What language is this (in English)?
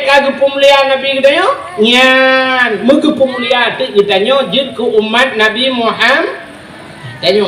Achinese